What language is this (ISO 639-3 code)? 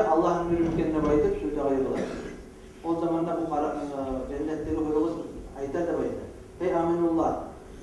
kum